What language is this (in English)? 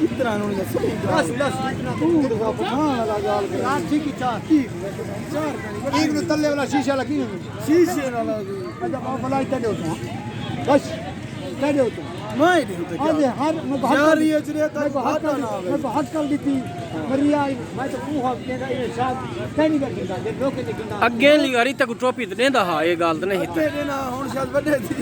Saraiki